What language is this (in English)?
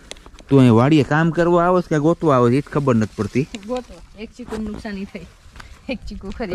Gujarati